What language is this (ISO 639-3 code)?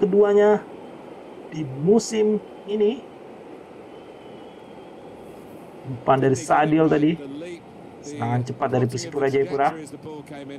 ind